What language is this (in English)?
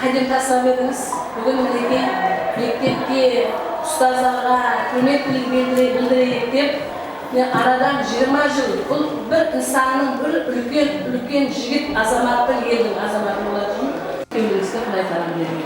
Kara-Kalpak